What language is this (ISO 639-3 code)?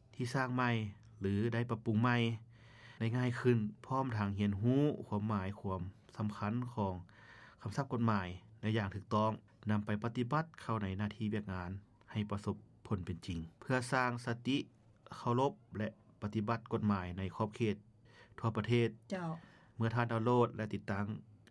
lao